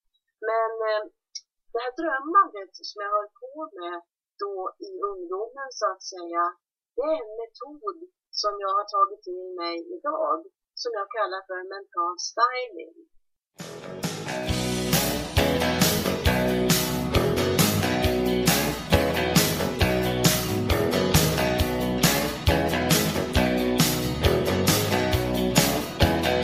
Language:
Swedish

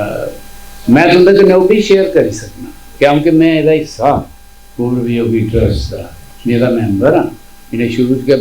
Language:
Dogri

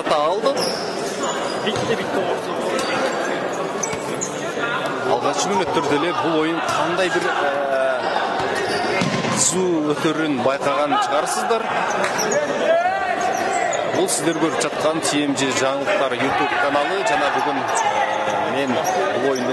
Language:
Kyrgyz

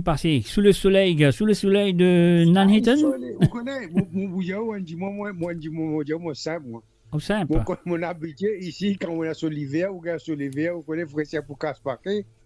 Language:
Morisyen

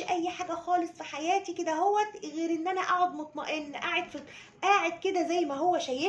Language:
Egyptian Arabic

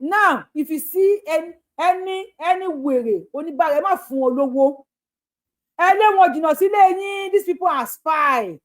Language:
Yoruba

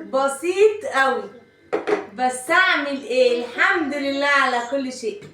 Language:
Egyptian Arabic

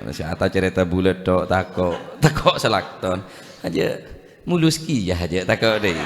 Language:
Madurese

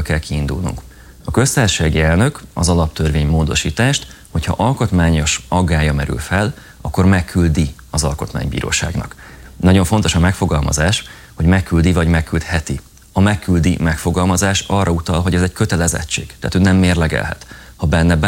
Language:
Hungarian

